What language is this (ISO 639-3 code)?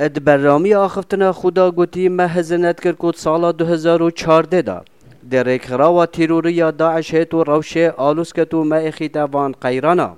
kur